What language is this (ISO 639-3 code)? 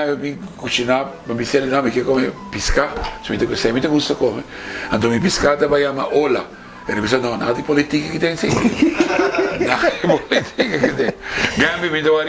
pap